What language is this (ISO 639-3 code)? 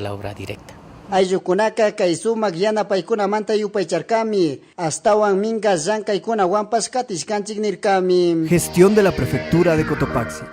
qug